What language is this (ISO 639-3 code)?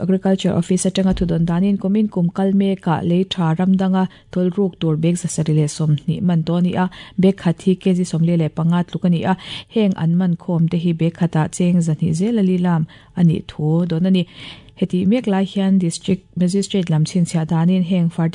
lus